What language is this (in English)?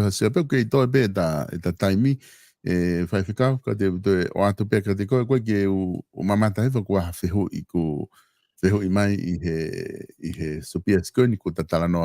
Tongan